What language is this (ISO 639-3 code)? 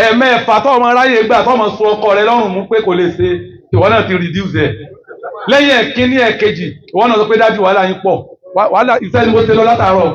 yor